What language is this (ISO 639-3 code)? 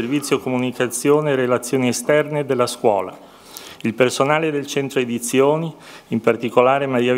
ita